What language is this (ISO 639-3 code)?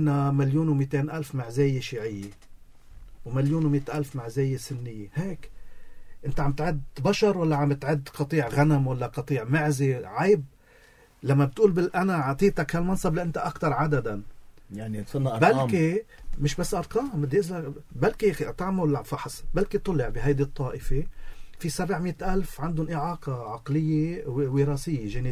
apc